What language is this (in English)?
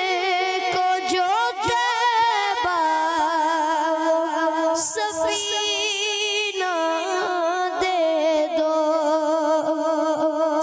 Urdu